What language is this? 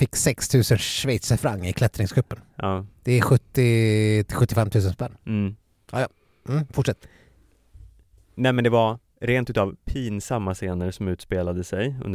Swedish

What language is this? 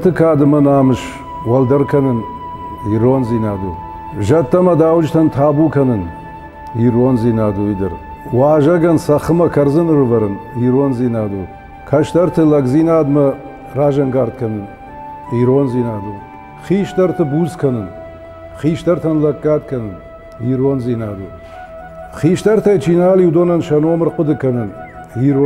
Ossetic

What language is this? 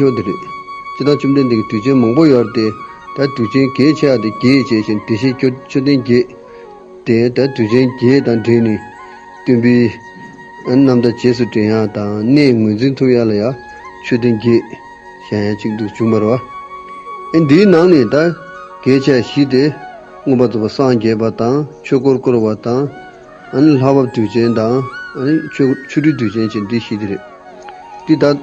Tibetan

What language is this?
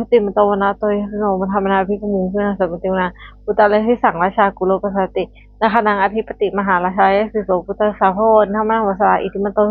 Pali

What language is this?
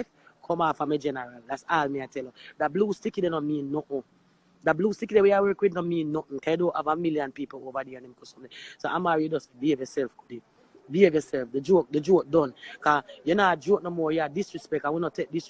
Jamaican Creole English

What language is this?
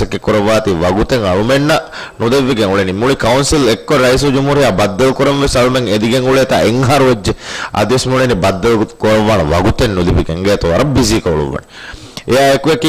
Divehi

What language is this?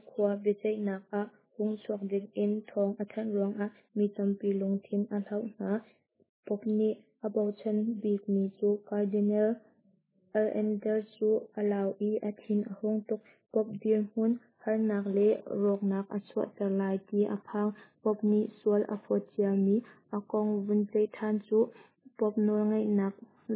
Hakha Chin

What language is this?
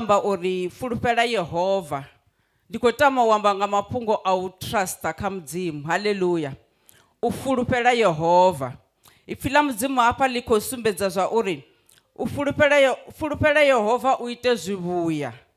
Venda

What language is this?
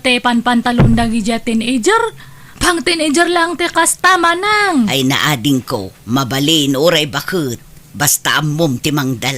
Iloko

